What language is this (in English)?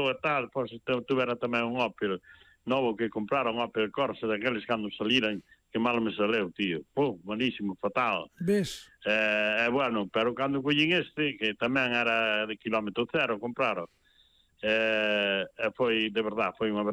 Galician